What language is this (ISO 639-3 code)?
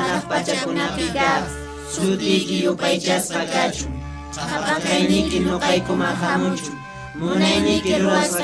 que